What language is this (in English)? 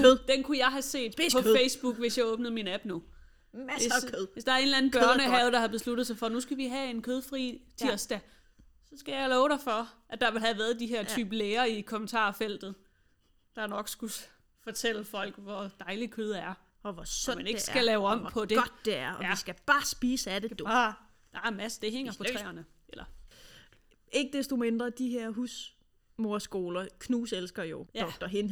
Danish